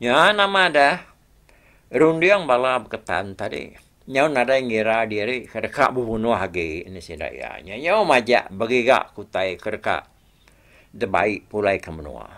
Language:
Iban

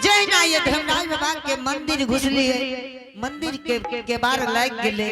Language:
Angika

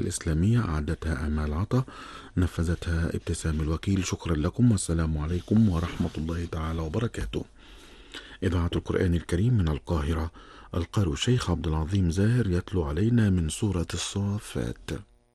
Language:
Arabic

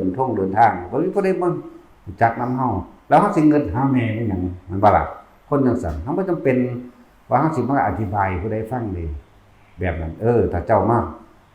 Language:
Northeastern Thai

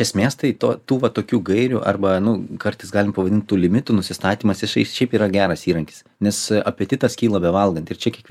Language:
Lithuanian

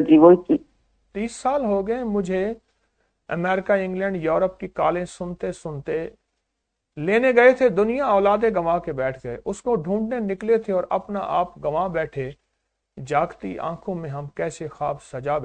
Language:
Urdu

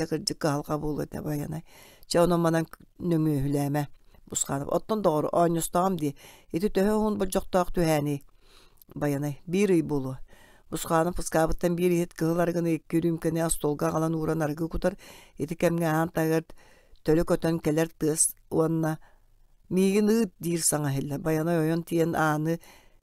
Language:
Yakut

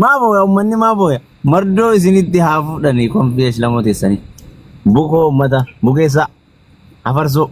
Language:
Oromo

